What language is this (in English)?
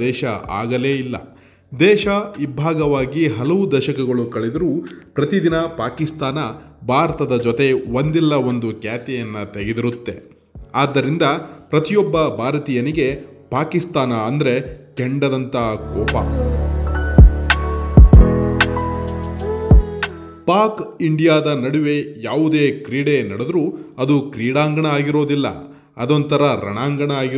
Kannada